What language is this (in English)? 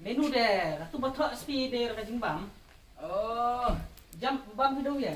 Khasi